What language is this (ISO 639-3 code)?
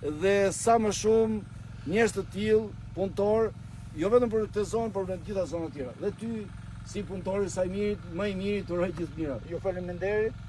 sqi